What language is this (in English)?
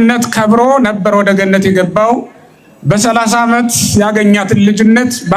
Amharic